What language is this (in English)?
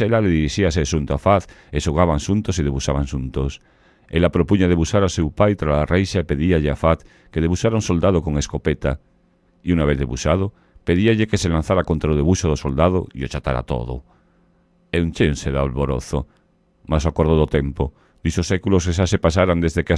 Galician